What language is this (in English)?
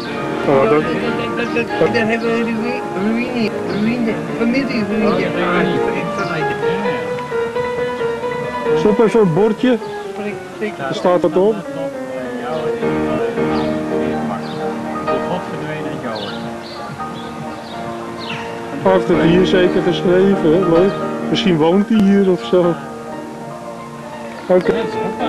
Dutch